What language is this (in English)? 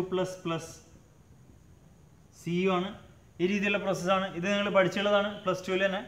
Malayalam